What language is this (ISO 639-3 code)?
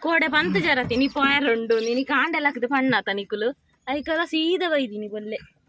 tcy